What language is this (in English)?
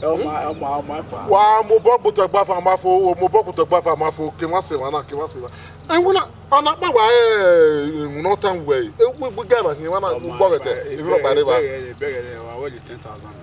Bini